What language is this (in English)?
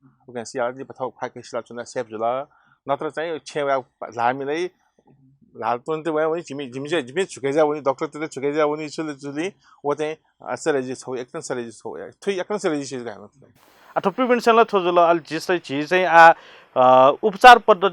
Newari